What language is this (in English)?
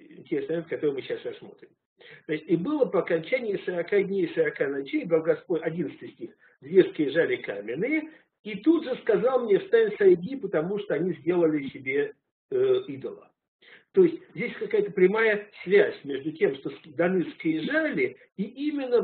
Russian